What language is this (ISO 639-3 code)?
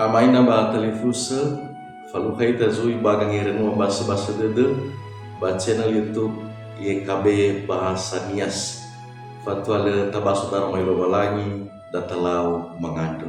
nia